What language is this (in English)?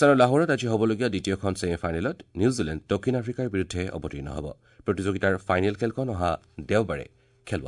Assamese